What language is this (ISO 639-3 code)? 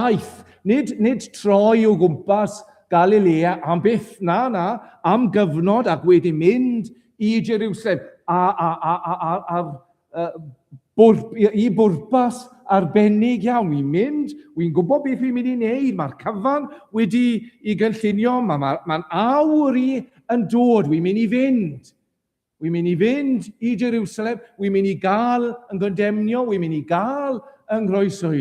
cym